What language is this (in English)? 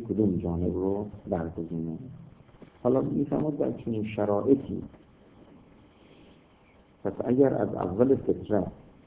Persian